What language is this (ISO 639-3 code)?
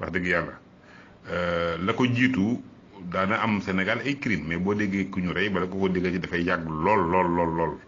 wol